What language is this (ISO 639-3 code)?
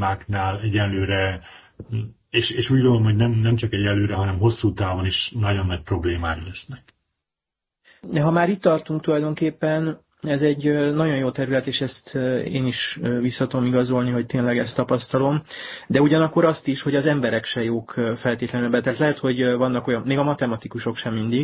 hun